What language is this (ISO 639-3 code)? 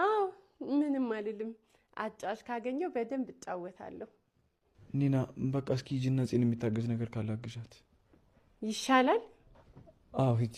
amh